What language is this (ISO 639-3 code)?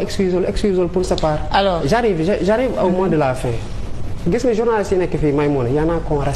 wol